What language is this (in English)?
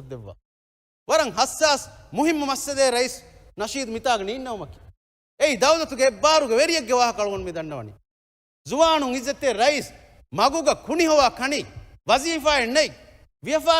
Divehi